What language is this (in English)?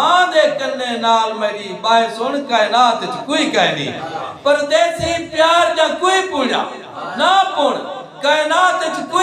Saraiki